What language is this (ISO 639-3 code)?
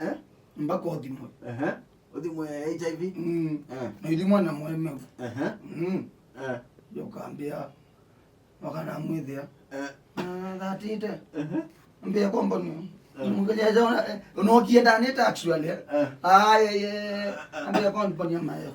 kam